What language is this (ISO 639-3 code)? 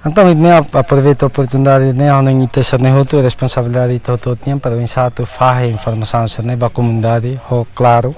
tet